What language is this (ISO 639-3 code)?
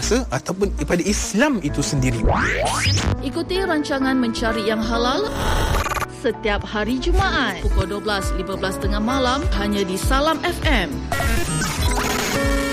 msa